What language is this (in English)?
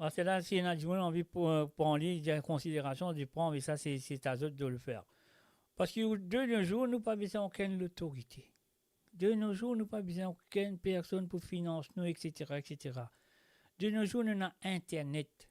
Morisyen